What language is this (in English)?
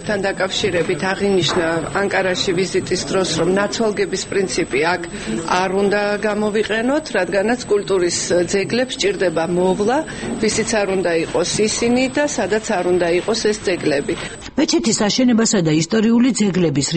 Georgian